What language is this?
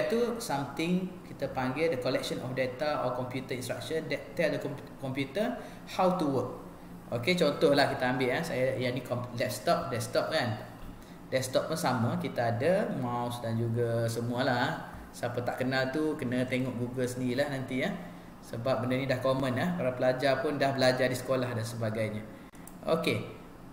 Malay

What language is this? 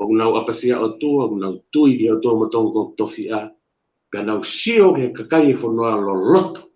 Tongan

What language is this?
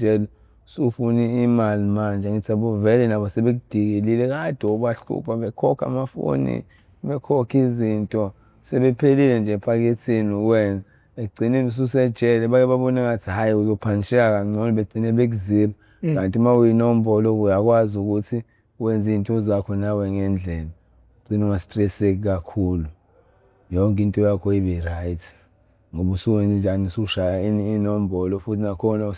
Zulu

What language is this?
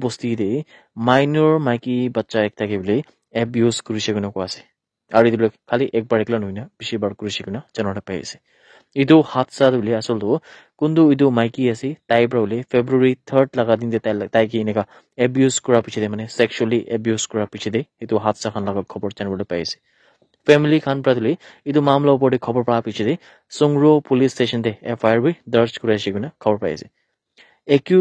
Naga Pidgin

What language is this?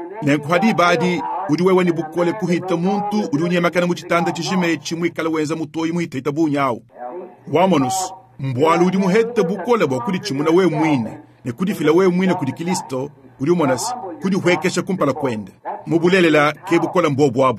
Luba-Lulua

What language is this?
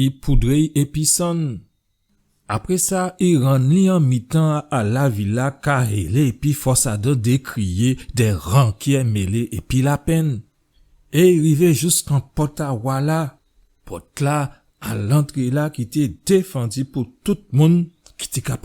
Guadeloupean Creole French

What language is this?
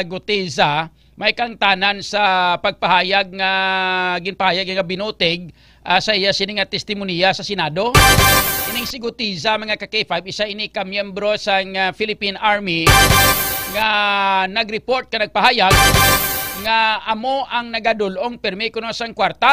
Hiligaynon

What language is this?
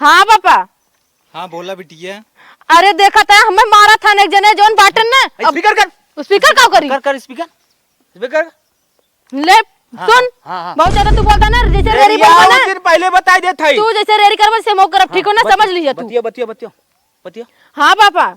Awadhi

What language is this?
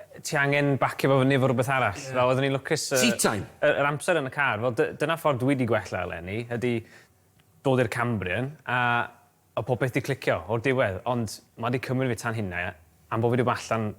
Welsh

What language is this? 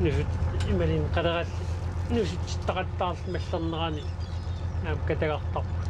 Kalaallisut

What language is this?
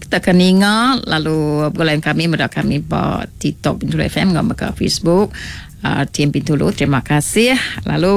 Iban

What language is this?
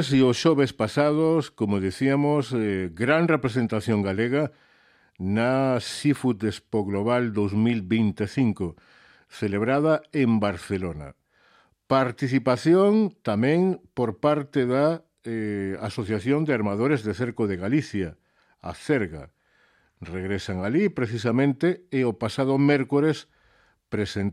Galician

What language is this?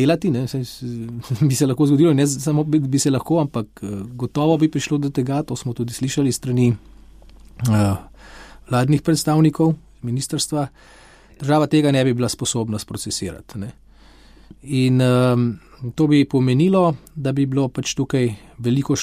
Slovenian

